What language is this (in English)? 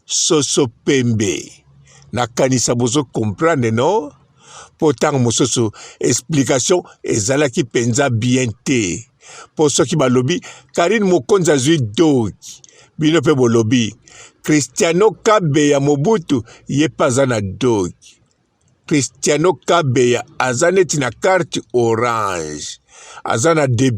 Lingala